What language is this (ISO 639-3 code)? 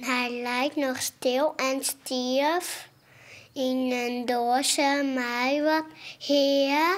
fry